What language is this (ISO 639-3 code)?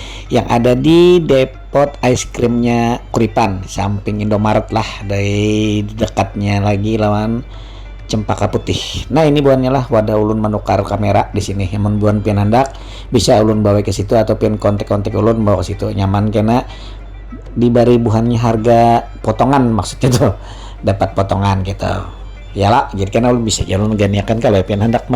bjn